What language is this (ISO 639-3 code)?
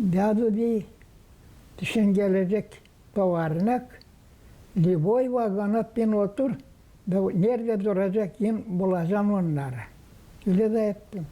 gag